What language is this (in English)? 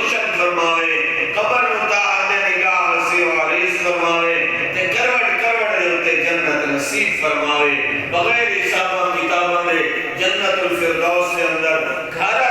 Saraiki